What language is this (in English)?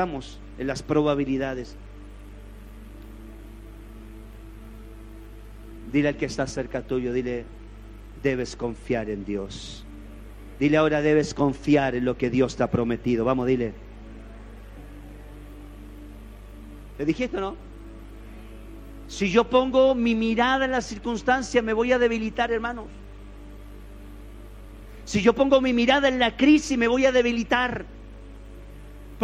Spanish